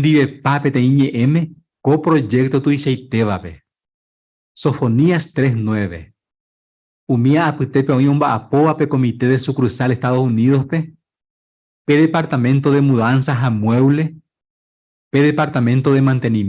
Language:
Guarani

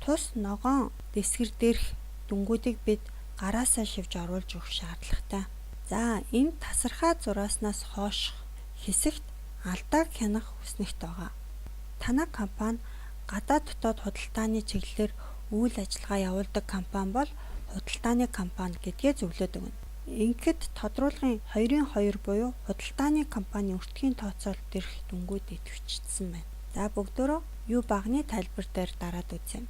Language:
Mongolian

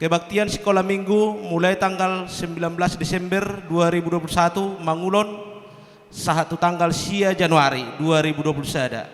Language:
Batak Toba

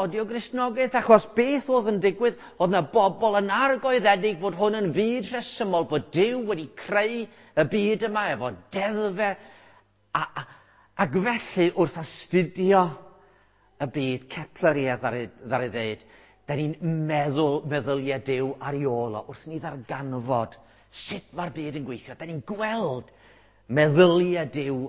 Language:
Welsh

